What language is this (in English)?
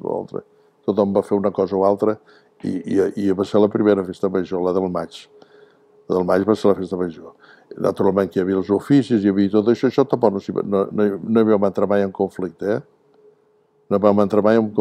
Catalan